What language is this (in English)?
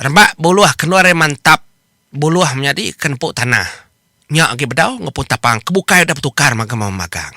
Iban